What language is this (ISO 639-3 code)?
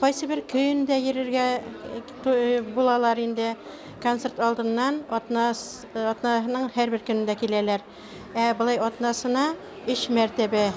bak